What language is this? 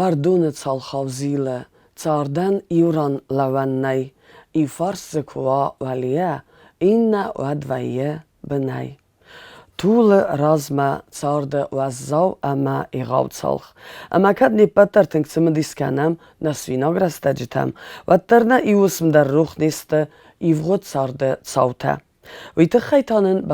Ossetic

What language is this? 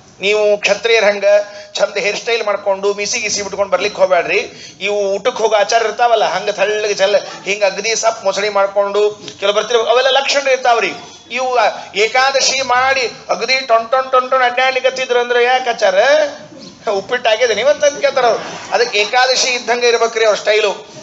Kannada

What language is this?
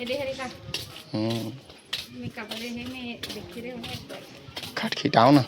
Chhattisgarhi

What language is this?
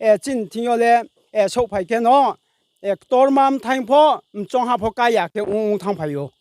Riang (India)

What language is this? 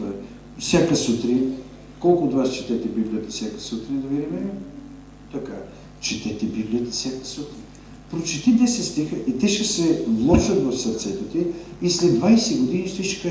Bulgarian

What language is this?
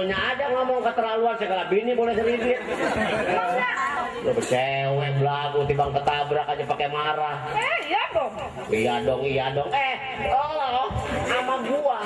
Betawi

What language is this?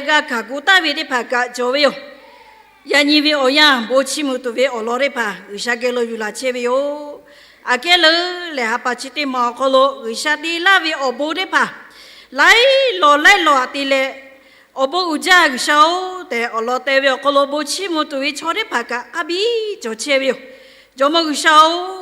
Lahu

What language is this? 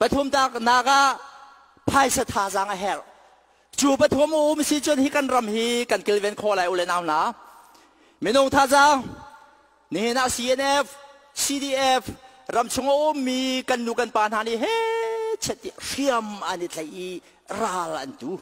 Hakha Chin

